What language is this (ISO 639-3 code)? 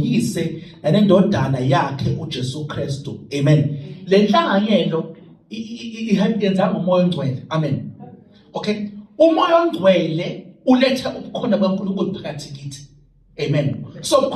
zul